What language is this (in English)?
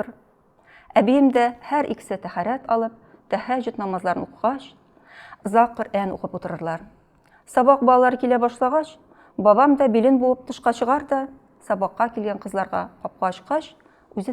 Tatar